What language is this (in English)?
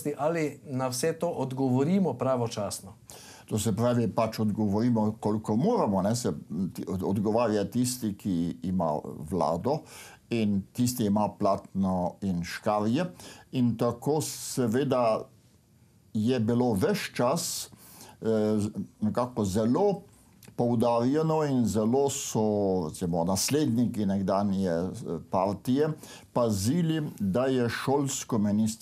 Slovenian